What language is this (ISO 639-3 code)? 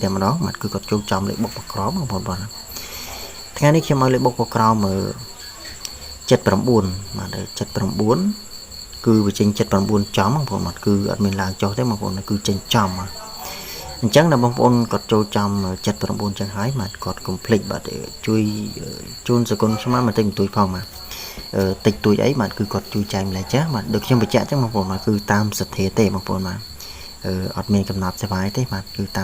khm